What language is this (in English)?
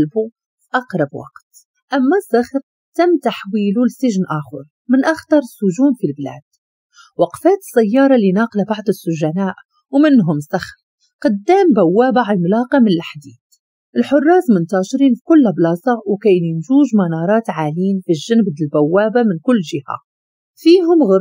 Moroccan Arabic